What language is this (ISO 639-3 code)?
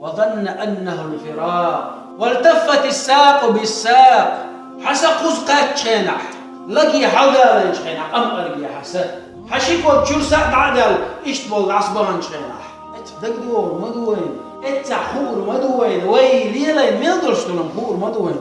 che